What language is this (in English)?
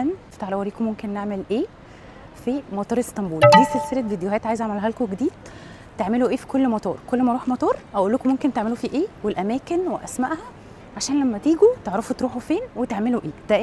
Egyptian Arabic